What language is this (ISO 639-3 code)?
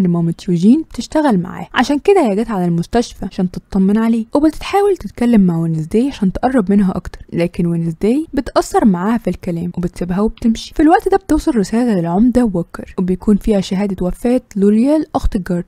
arz